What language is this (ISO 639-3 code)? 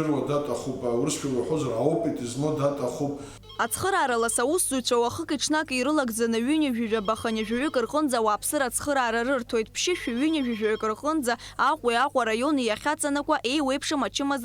abk